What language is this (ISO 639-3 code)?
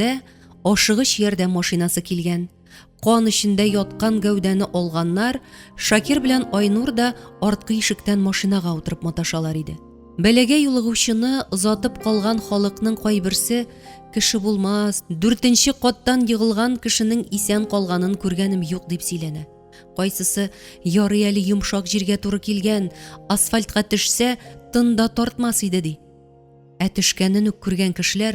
tat